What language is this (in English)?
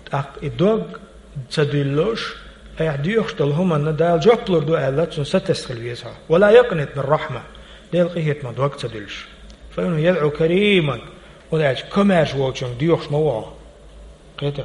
Chechen